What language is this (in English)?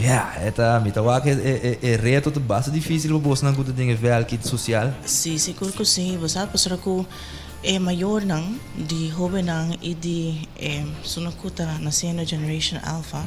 Papiamento